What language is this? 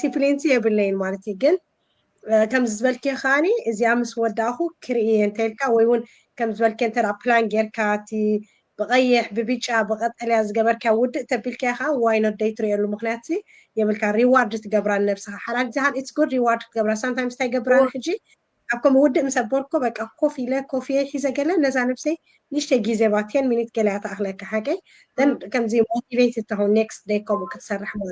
Tigrinya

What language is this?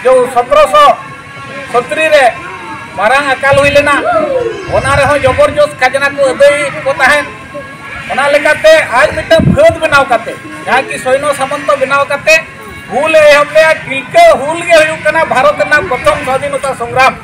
Santali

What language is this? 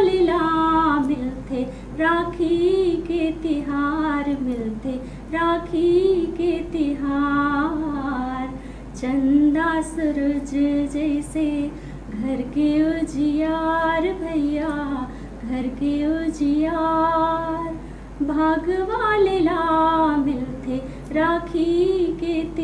Chhattisgarhi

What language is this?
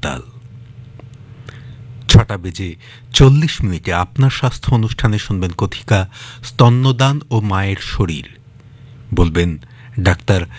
Bangla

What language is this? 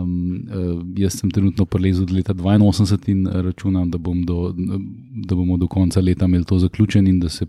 Slovenian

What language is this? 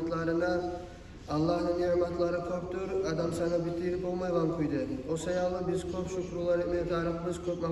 Kumyk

